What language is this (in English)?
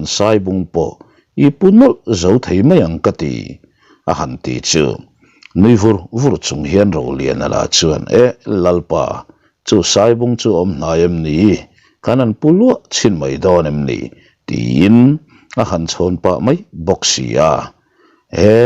Mizo